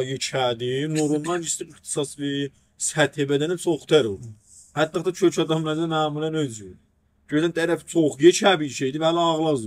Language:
South Azerbaijani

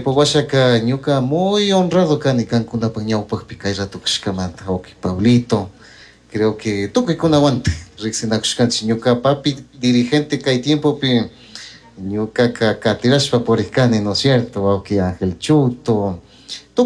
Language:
Chimborazo Highland Quichua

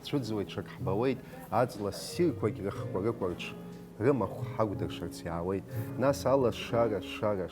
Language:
Abkhazian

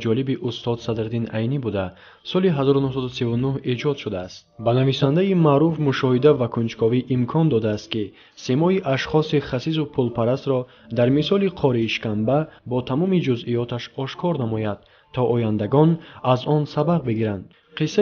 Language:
Tajik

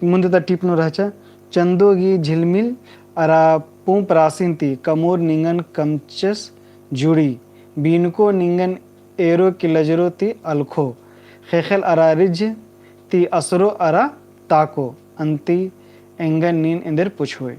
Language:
Kurukh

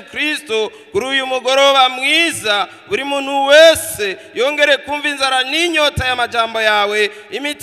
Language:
Rundi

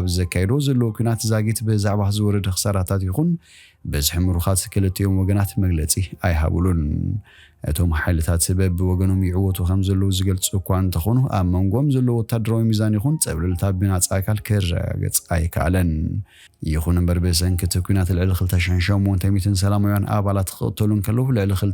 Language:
Tigrinya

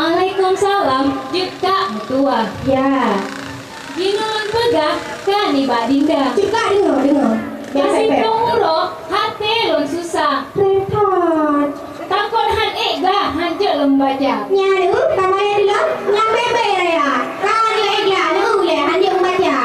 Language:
Achinese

